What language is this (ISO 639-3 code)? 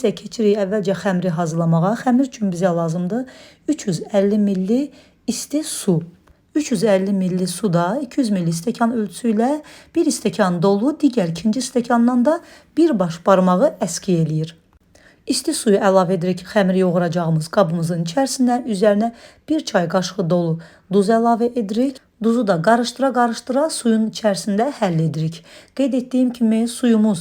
aze